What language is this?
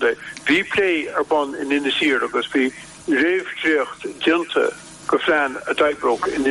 Irish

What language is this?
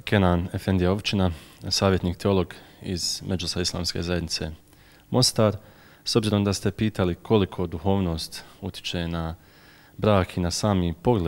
Bosnian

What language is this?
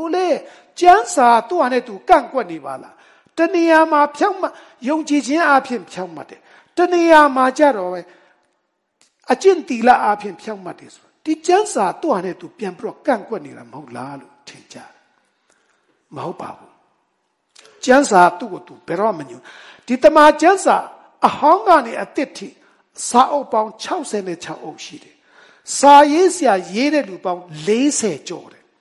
Burmese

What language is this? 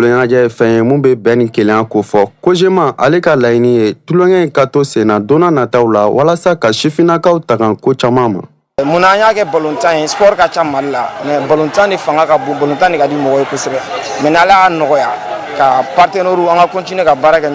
Bambara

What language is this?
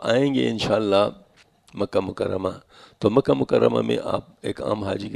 Urdu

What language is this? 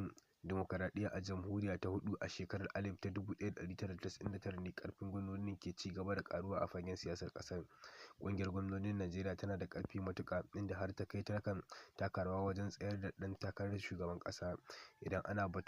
Hausa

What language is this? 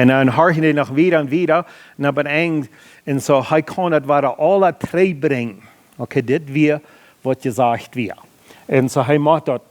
Plautdietsch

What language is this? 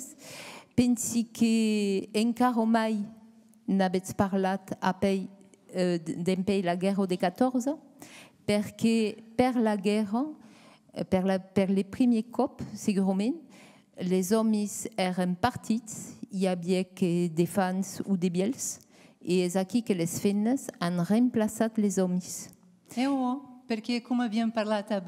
Occitan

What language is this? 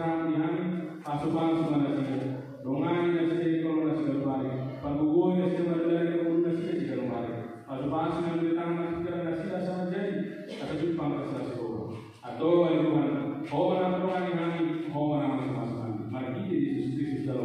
Batak Toba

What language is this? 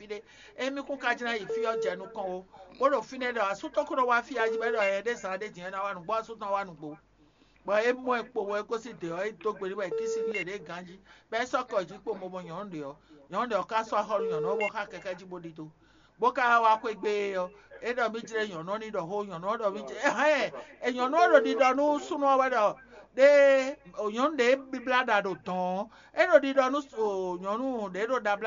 Fon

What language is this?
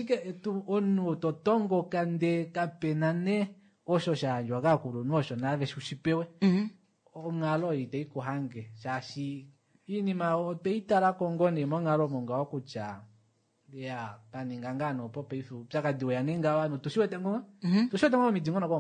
Kuanyama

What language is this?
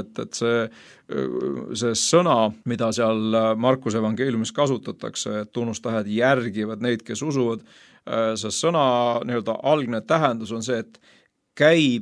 Estonian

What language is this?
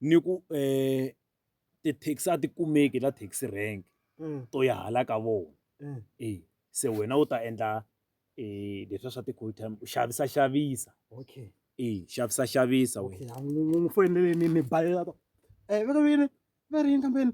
Tsonga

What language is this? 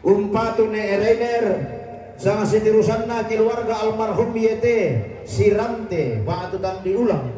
Toraja-Sa'dan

